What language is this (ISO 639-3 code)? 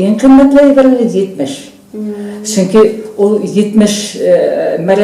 bak